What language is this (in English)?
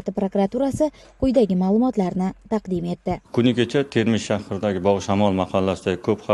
Uzbek